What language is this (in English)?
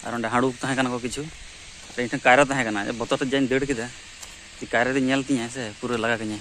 Santali